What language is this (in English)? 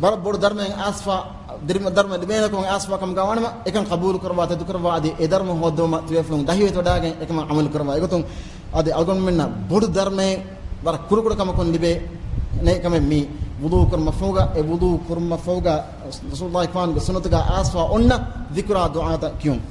Divehi